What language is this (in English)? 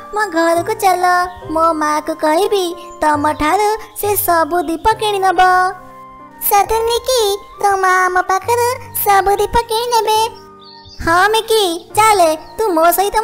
Odia